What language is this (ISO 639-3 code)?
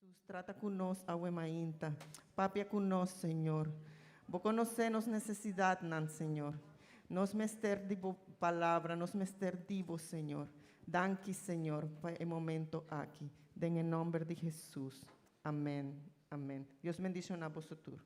pap